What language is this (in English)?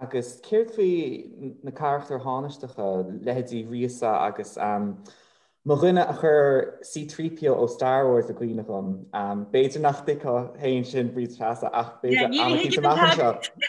Irish